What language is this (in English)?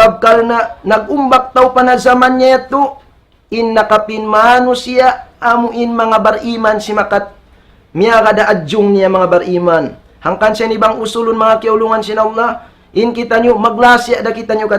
Tausug